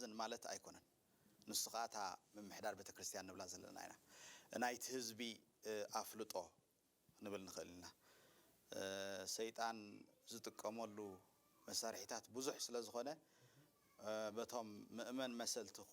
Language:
Tigrinya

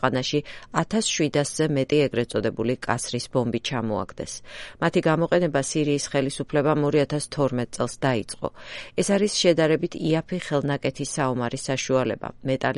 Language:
Georgian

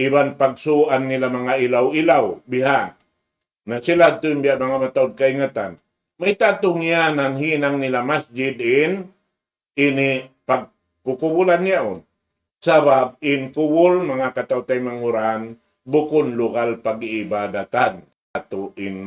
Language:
Tausug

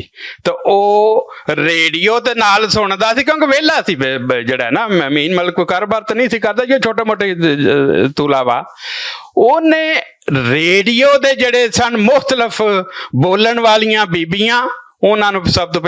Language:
Western Panjabi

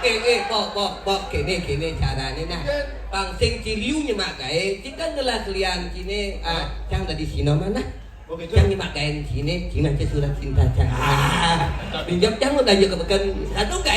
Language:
Balinese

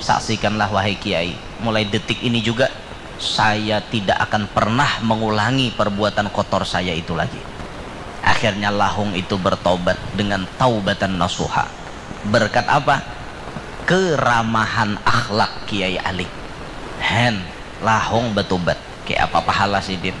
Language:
Banjar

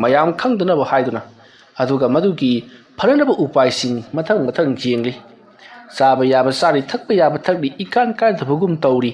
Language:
Manipuri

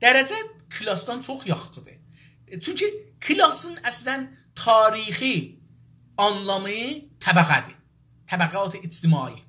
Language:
South Azerbaijani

